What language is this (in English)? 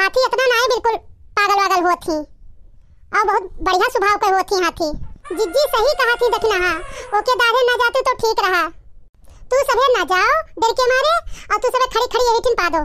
Awadhi